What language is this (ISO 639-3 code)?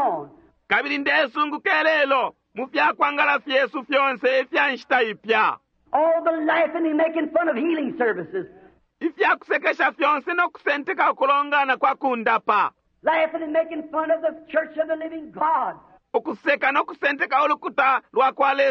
bem